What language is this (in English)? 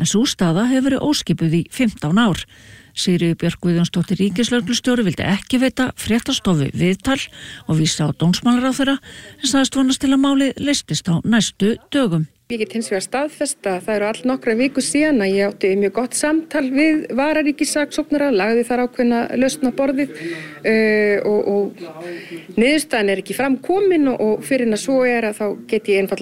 Icelandic